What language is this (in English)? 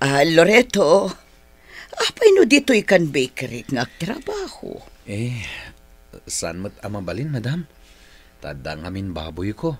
Iloko